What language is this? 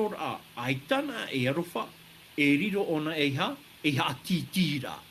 Tahitian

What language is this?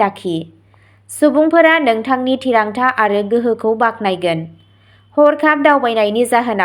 Bodo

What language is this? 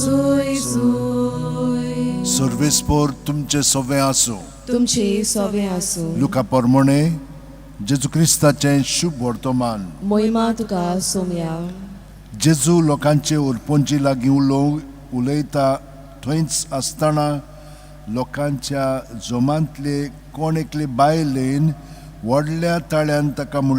Konkani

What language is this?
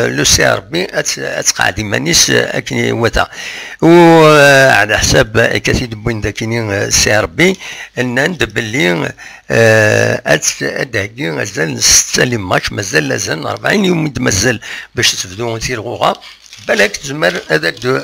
Kabyle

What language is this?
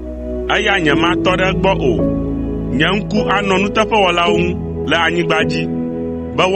Ewe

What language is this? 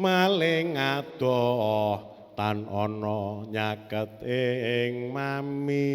Javanese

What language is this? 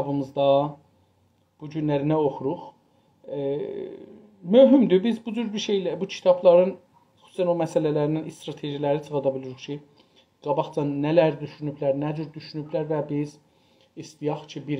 South Azerbaijani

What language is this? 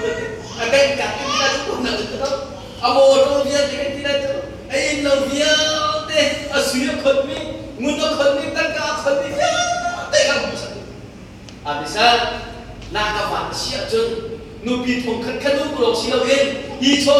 Hakha Chin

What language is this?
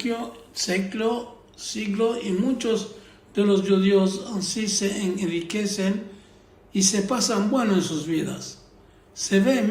Ladino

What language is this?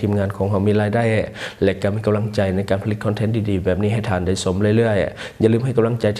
Lao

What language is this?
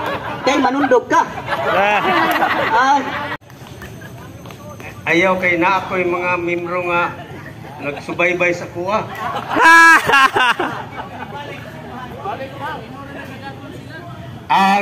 Cebuano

